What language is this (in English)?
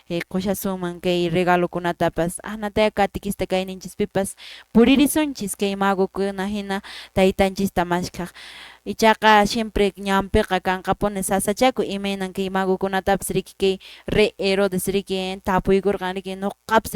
Quechua